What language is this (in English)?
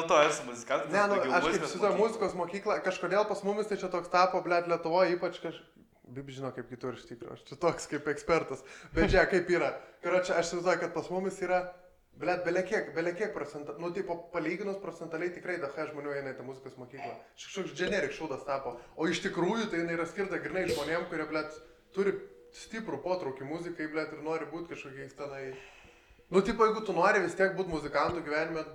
Lithuanian